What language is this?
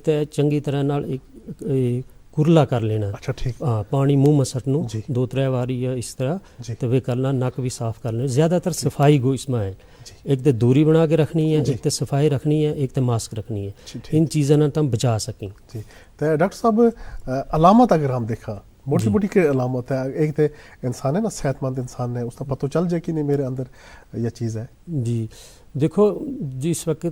Gujari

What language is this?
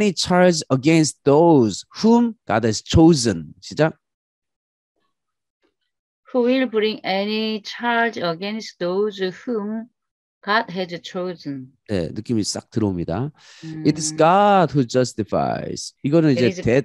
Korean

